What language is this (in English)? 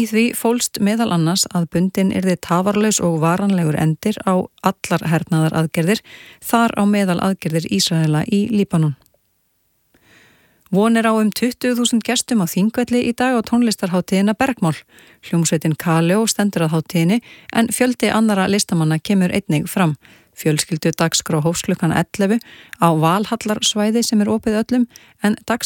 Icelandic